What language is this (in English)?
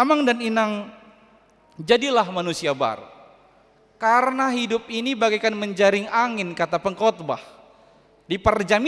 Batak Toba